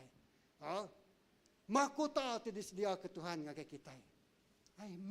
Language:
Iban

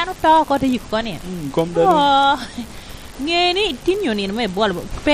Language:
Lango (Uganda)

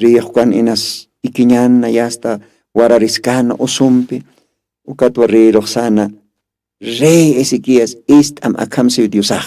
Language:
Aymara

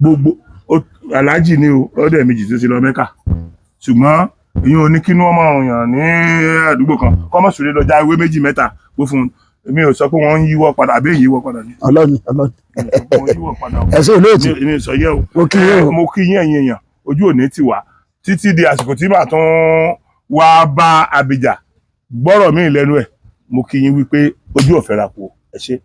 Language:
Yoruba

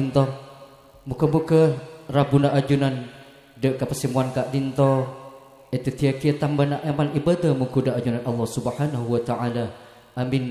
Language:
Madurese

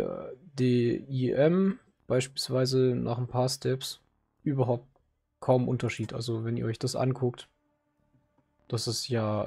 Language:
German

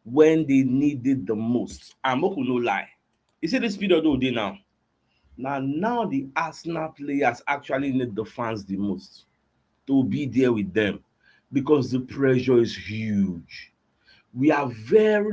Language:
Nigerian Pidgin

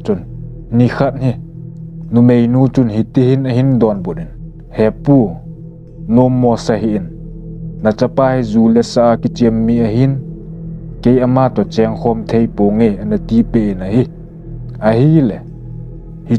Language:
Thado Chin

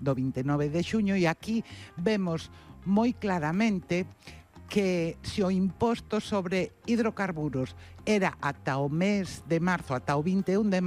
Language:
Galician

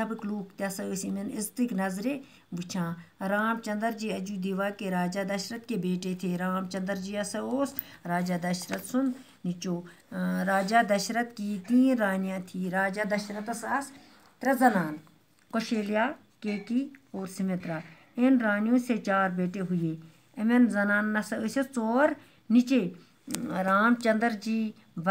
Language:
Kashmiri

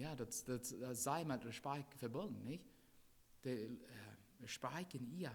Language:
Plautdietsch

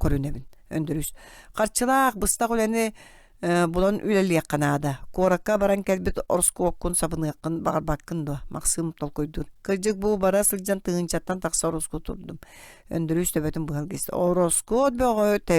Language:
Yakut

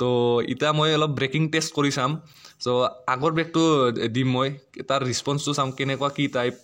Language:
Assamese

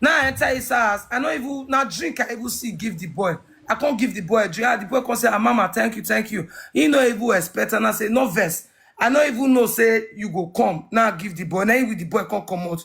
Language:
Nigerian Pidgin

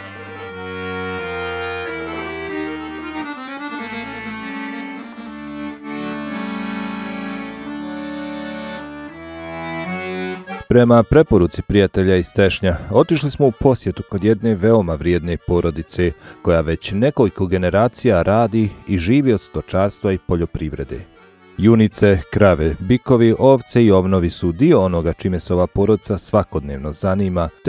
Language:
Bosnian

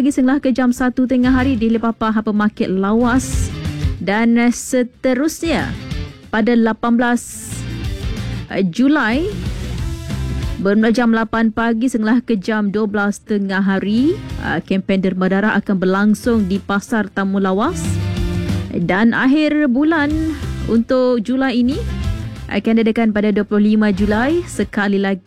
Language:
Malay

